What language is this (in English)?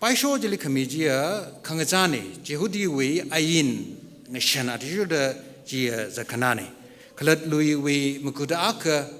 Tangkhul Naga (India)